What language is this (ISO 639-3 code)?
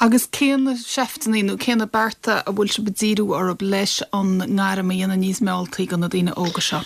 gle